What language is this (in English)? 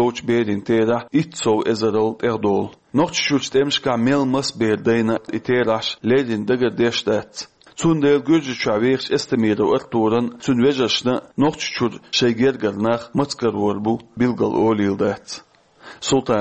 Chechen